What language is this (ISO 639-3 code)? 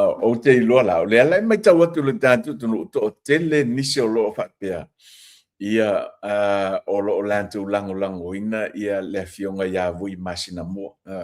smo